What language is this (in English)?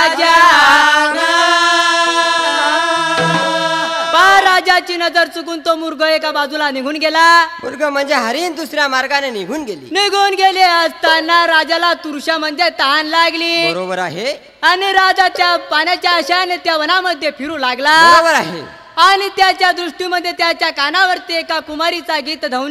Marathi